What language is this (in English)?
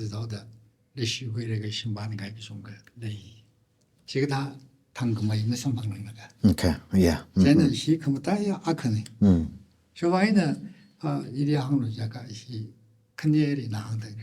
Tangkhul Naga (India)